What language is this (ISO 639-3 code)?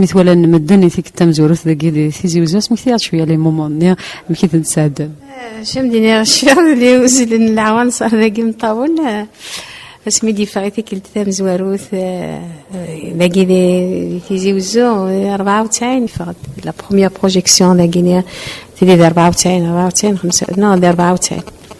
kab